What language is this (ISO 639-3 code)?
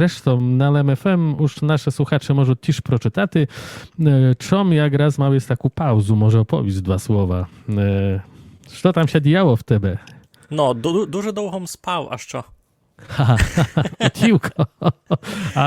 rue